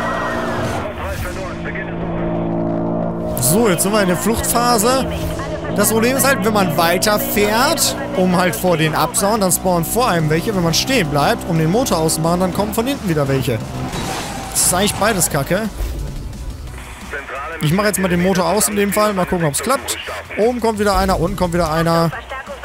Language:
German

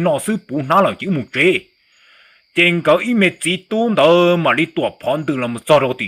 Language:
Hmong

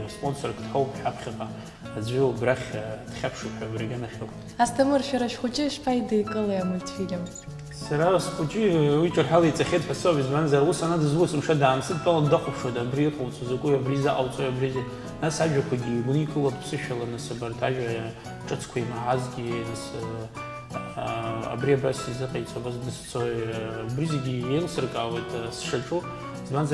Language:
Abkhazian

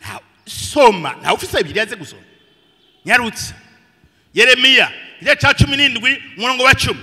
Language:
Rundi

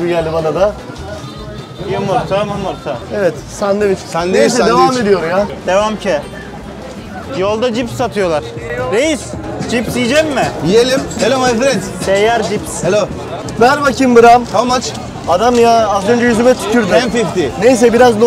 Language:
Turkish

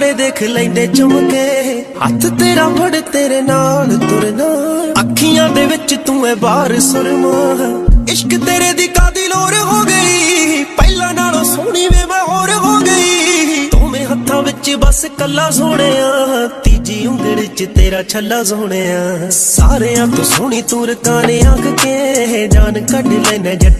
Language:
Punjabi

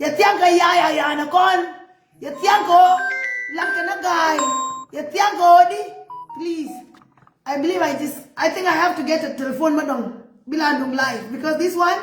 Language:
Nuer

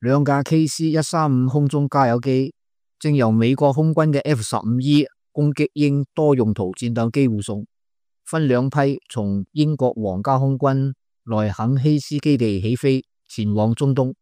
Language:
Cantonese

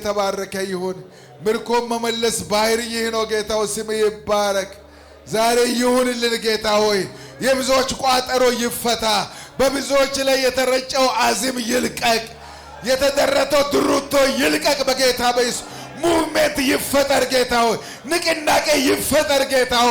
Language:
Amharic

